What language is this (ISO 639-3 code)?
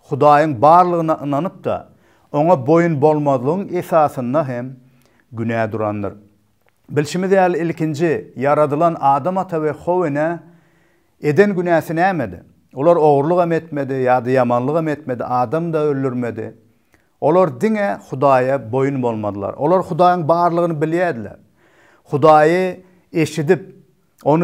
tuk